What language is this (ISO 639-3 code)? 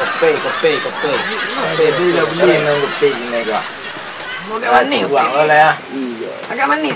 min